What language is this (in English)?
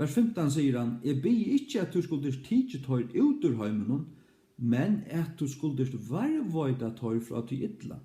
Faroese